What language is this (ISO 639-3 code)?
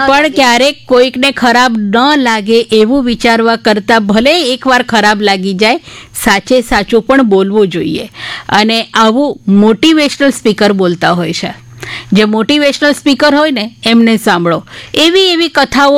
guj